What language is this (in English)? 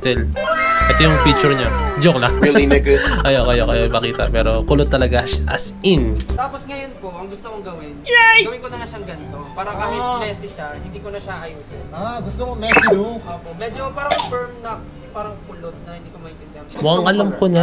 Filipino